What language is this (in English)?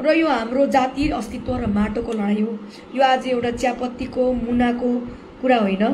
Nepali